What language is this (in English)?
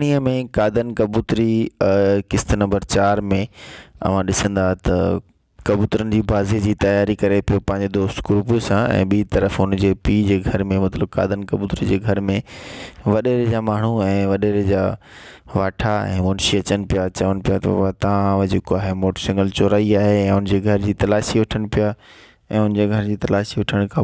Sindhi